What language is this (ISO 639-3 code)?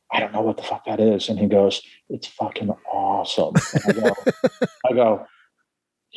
eng